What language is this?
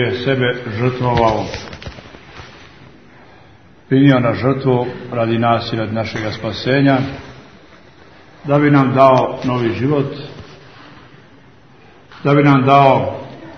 Croatian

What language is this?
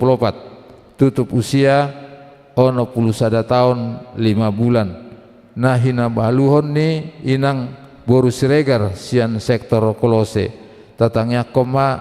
Batak Toba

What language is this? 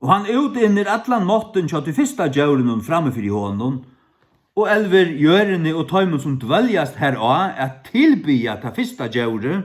Faroese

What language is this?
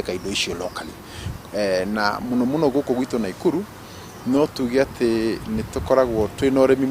Kikuyu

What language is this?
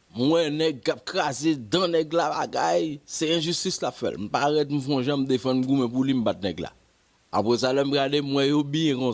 Haitian Creole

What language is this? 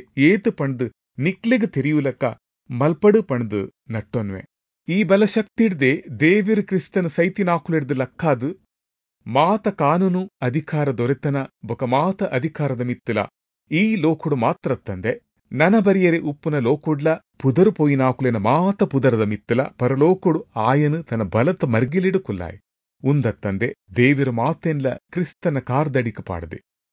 Tulu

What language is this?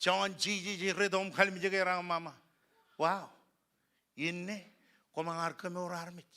Marshallese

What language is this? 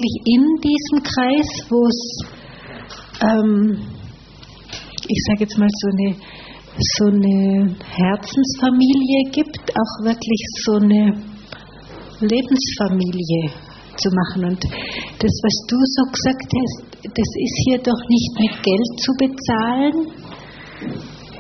German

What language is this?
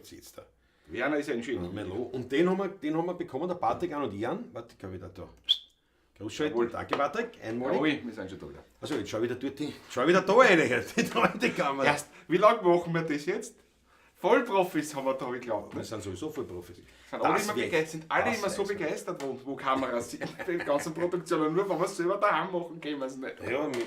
Bavarian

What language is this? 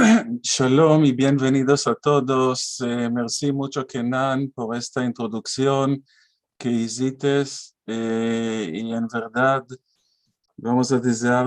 Ladino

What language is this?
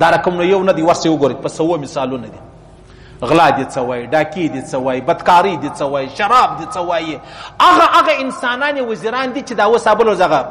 Pashto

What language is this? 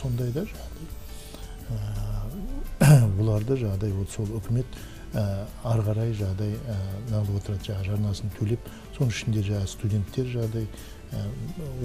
Kazakh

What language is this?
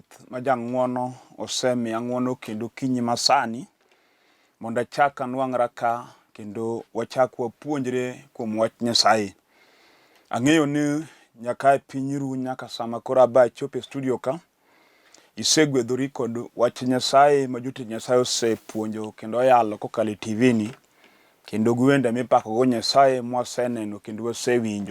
Luo (Kenya and Tanzania)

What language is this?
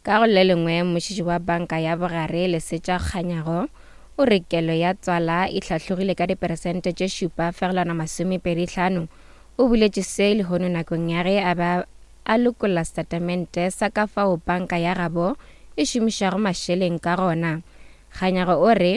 Northern Sotho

